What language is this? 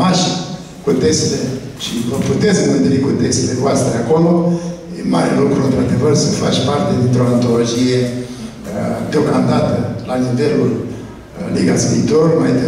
Romanian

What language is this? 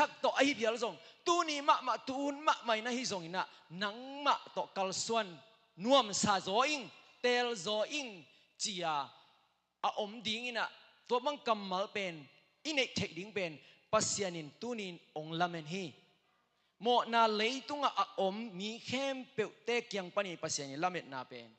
Tedim Chin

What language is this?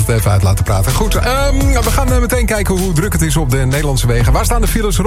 Dutch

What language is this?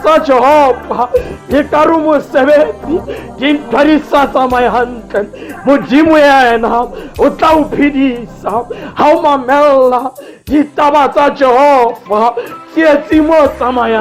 Southern Sotho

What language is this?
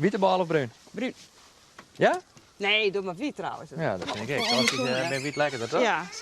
Western Frisian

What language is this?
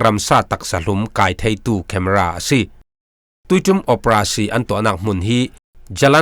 Falam Chin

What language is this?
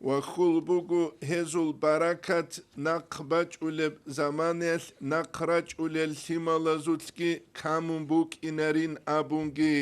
Avaric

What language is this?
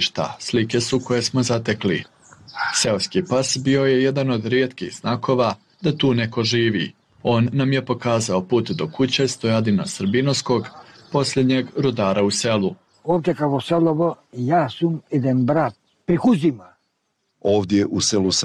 Bosnian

